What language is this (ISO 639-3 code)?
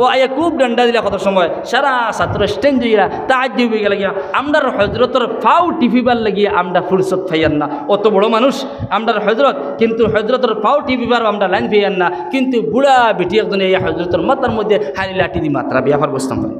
syl